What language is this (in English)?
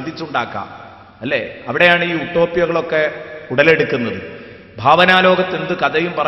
Malayalam